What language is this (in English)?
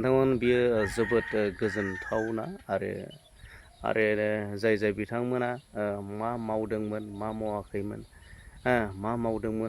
Bodo